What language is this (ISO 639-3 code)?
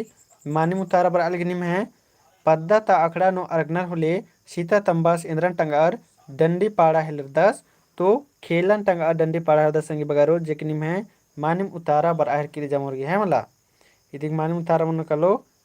kru